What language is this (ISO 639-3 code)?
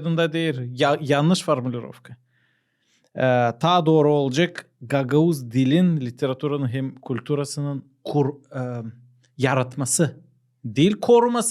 gag